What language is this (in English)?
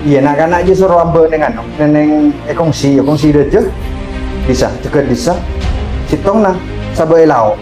Madurese